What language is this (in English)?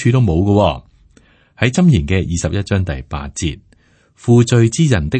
Cantonese